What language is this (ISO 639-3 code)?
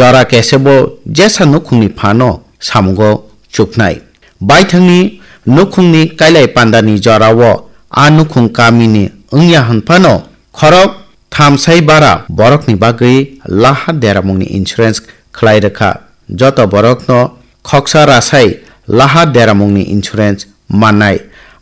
trp